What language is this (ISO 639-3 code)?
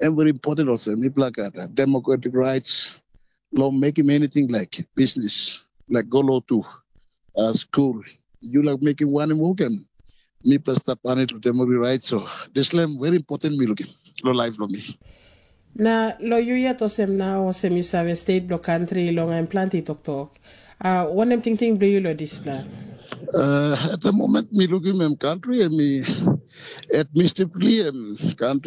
tpi